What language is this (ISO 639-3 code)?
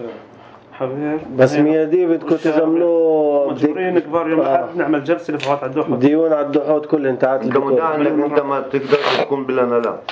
apc